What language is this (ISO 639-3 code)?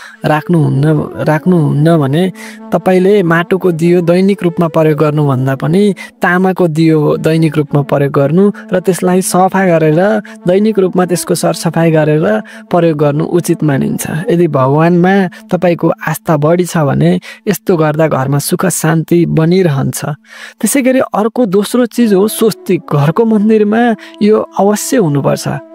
nep